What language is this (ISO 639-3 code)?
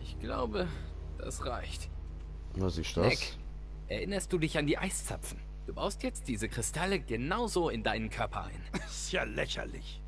gsw